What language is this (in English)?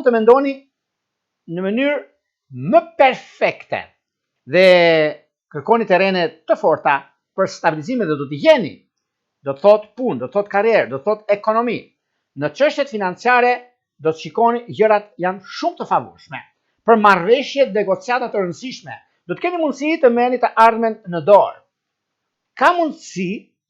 Albanian